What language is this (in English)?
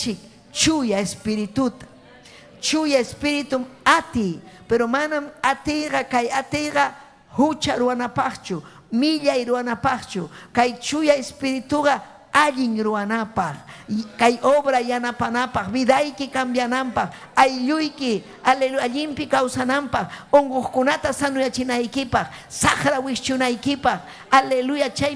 Ayacucho Quechua